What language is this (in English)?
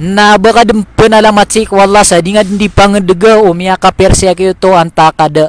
Maranao